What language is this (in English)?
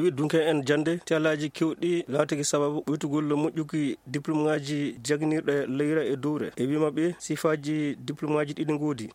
Fula